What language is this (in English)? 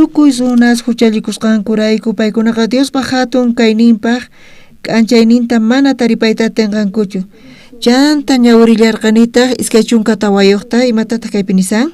South Bolivian Quechua